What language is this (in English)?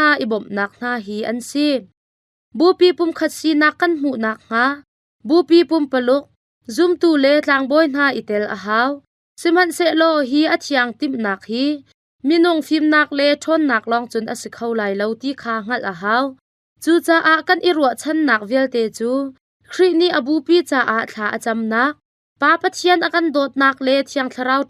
Hakha Chin